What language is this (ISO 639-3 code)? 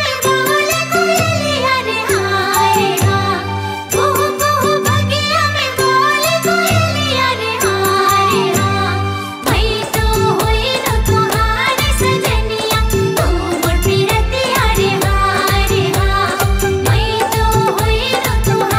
bho